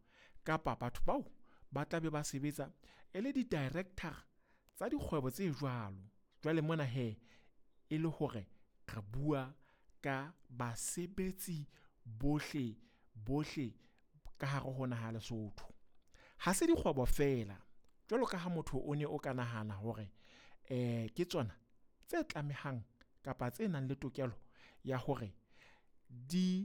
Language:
Southern Sotho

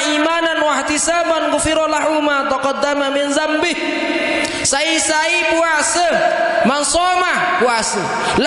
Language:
Sasak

